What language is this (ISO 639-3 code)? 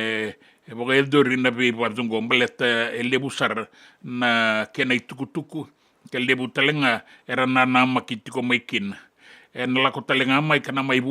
fij